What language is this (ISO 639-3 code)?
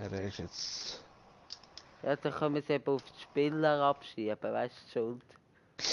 gsw